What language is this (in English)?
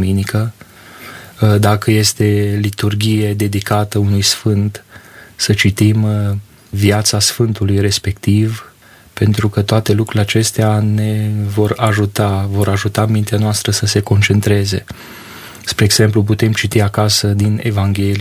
Romanian